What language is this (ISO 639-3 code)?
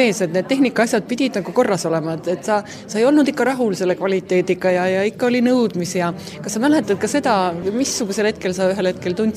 est